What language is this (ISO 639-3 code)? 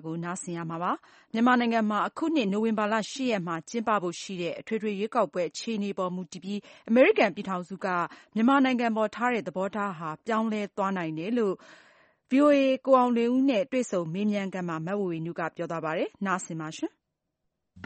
mya